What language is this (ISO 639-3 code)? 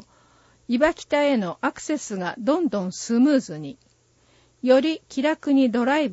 jpn